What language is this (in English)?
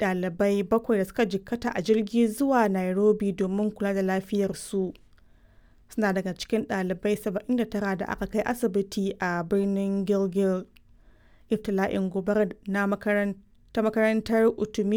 Hausa